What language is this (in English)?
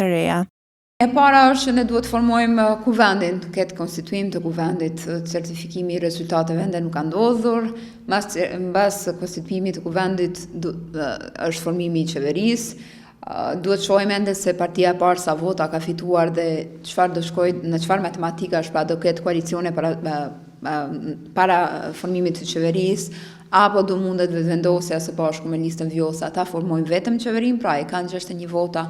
Albanian